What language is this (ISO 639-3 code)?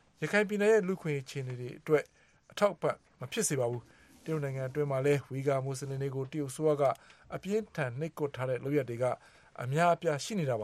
mya